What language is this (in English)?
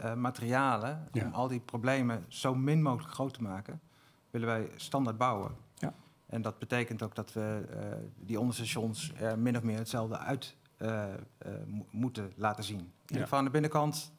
Dutch